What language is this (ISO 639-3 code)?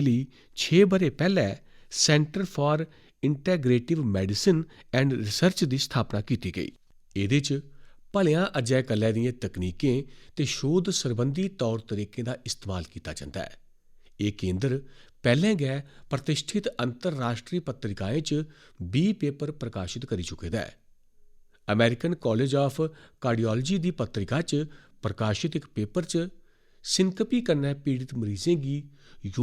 doi